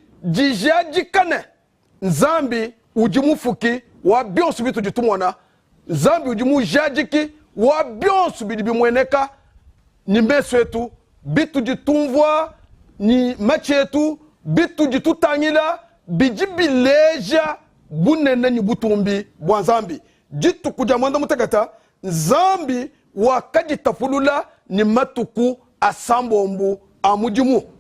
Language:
Luba-Lulua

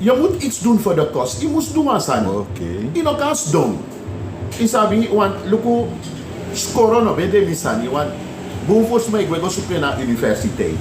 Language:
Sranan Tongo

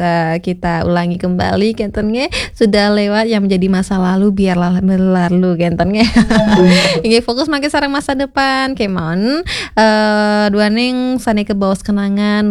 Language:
Balinese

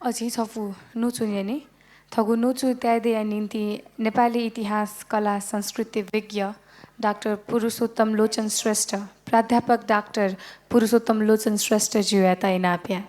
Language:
Newari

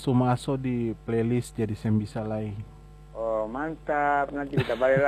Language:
Indonesian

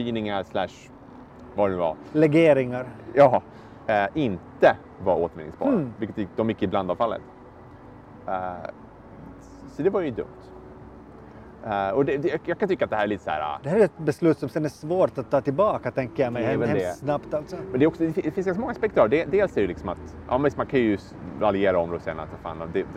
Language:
Swedish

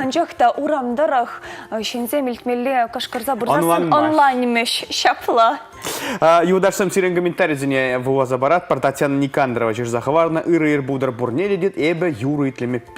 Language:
Chuvash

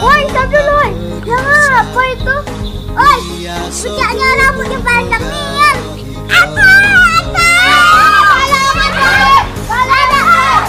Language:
Musi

